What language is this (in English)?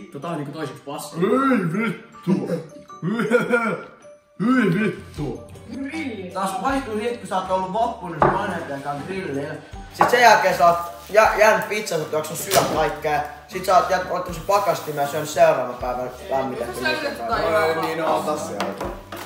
Finnish